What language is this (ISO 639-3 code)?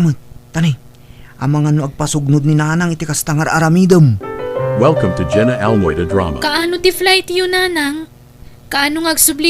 ilo